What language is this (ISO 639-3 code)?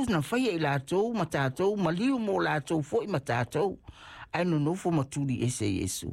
smo